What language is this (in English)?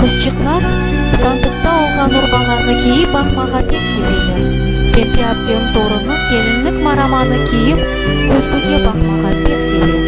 Crimean Tatar